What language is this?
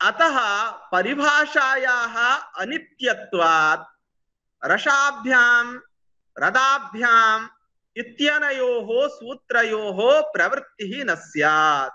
Sanskrit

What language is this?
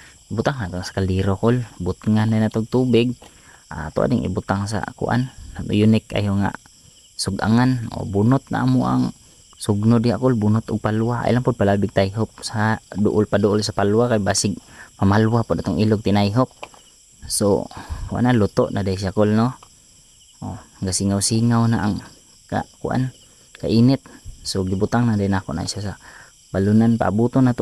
Cebuano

